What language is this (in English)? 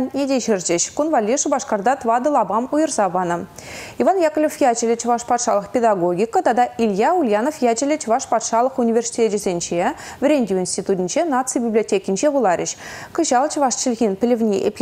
Chuvash